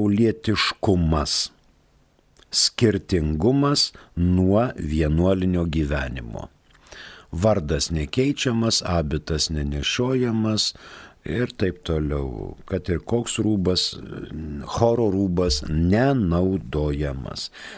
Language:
Lithuanian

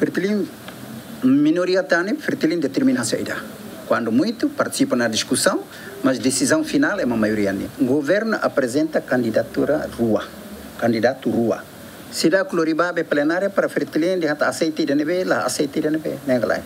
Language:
Tetum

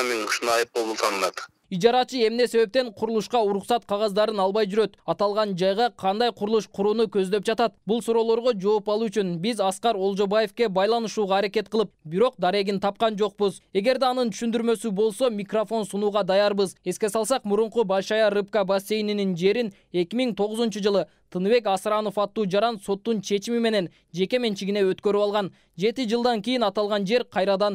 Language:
Kyrgyz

